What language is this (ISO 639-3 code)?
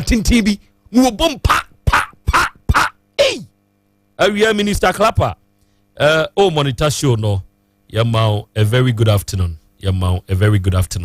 aka